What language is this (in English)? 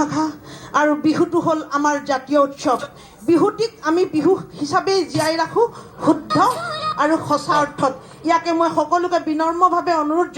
Assamese